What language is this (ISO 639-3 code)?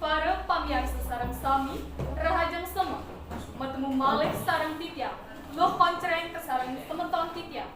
ban